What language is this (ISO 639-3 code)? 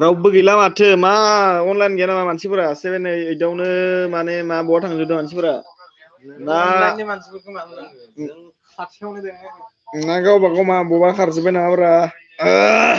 brx